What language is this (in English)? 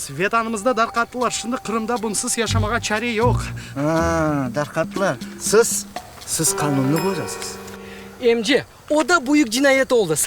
Crimean Tatar